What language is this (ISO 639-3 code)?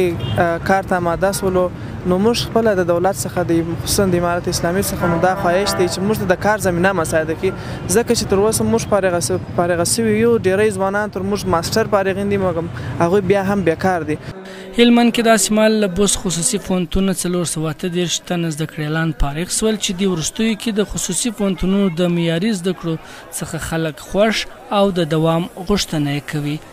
pus